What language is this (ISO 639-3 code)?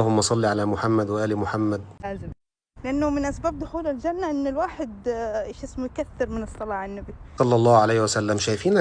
arz